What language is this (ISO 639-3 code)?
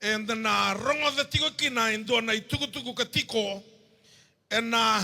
fij